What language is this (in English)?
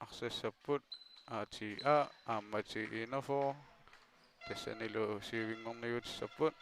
Kalaallisut